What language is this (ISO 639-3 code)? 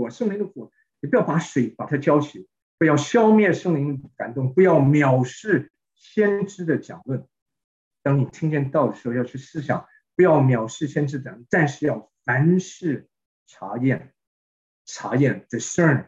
zho